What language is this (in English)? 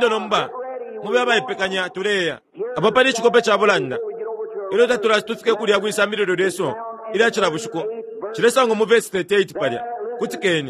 Bemba